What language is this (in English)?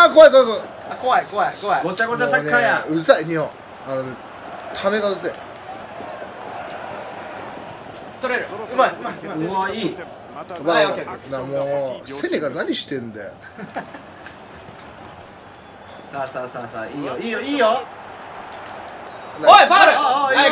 Japanese